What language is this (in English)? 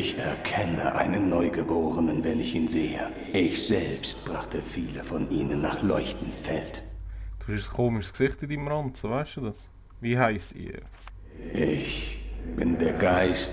Swiss German